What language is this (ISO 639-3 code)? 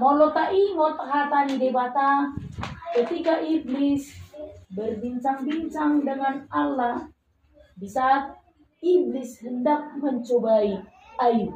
bbc